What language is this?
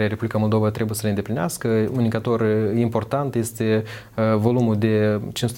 Romanian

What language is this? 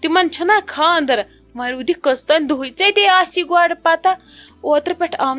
Kashmiri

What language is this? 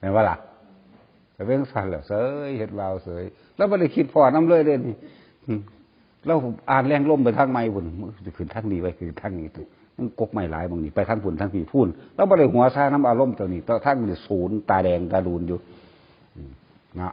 Northeastern Thai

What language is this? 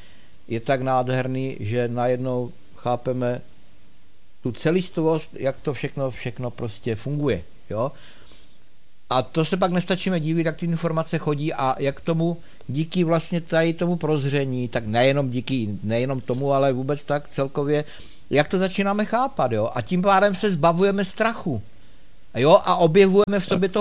Czech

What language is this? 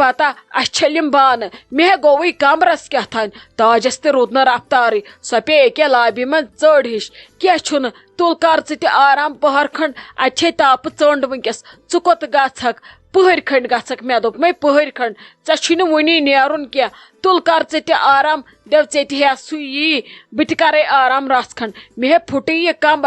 Kashmiri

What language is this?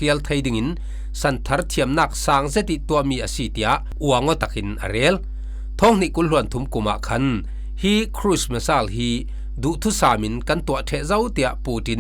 Falam Chin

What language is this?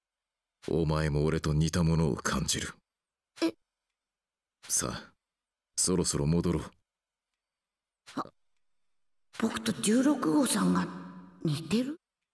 Japanese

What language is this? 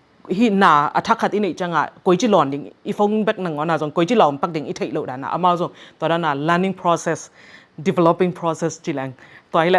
Tedim Chin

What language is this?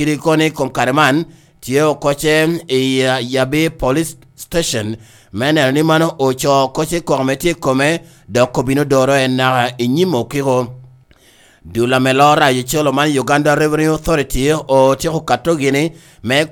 Lango (Uganda)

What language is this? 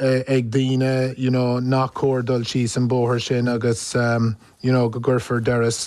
Irish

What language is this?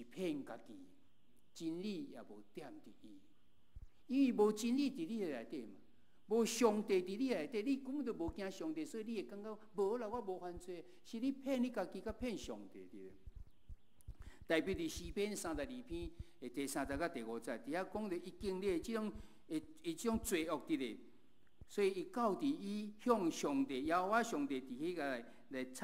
Min Nan Chinese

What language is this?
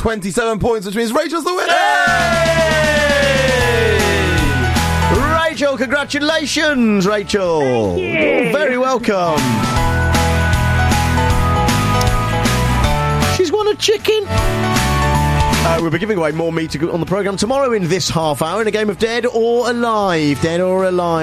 English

